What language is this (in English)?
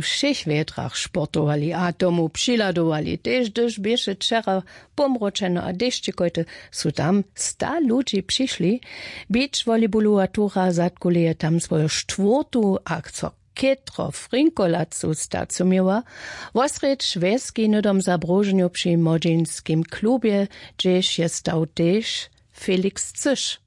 Upper Sorbian